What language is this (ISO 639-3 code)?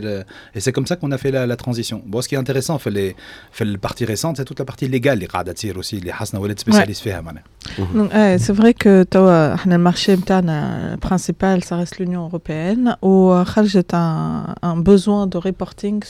aeb